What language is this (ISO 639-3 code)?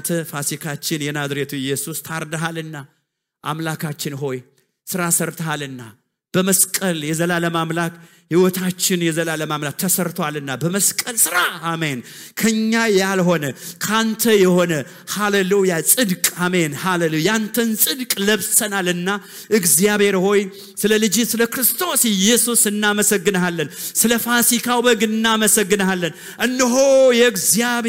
amh